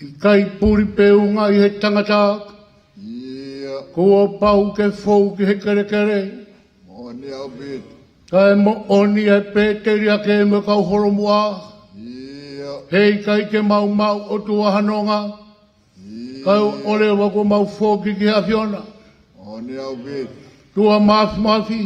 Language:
Tongan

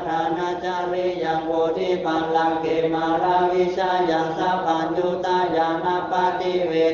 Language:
Pali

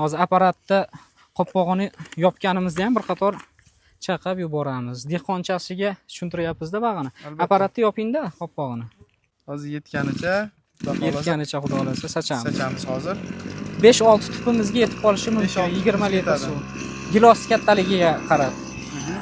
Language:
Uzbek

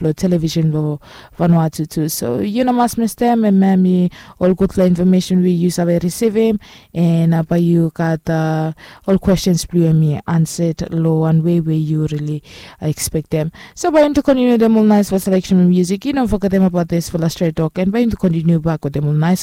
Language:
Bislama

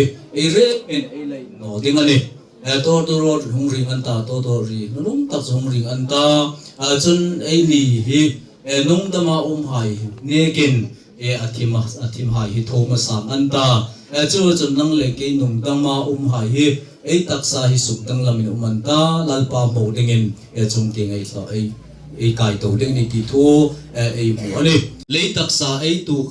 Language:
Hmar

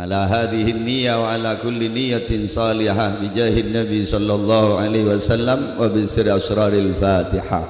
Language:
Madurese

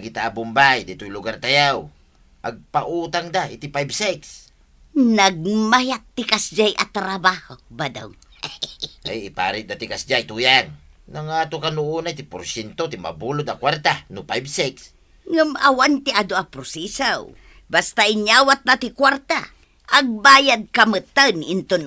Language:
Iloko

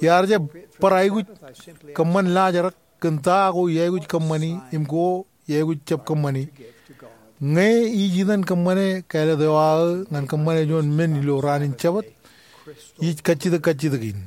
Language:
Marshallese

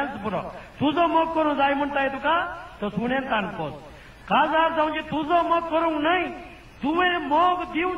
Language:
Konkani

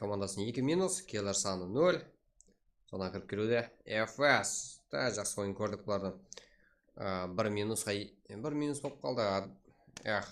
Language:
Kara-Kalpak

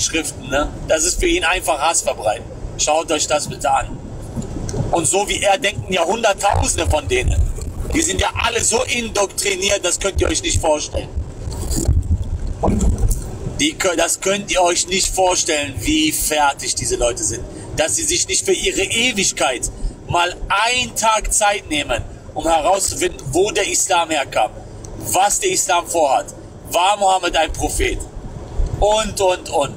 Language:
German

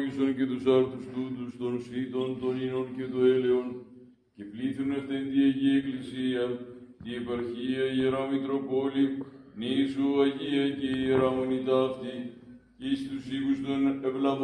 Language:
Greek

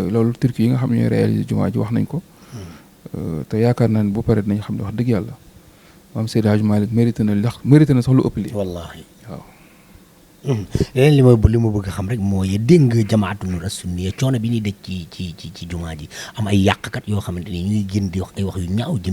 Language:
Wolof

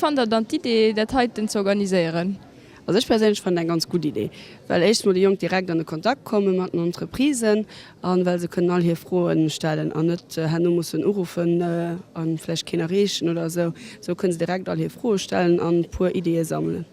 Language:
Luxembourgish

